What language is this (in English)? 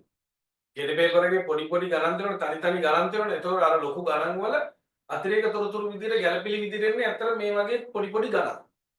Sinhala